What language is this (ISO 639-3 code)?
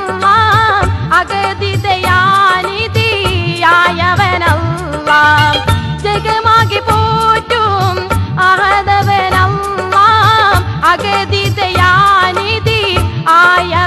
mal